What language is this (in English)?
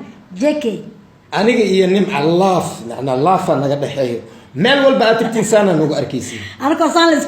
Somali